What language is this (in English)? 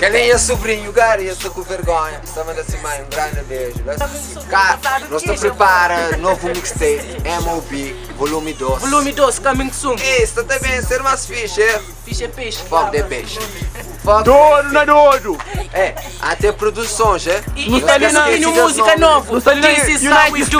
Kabuverdianu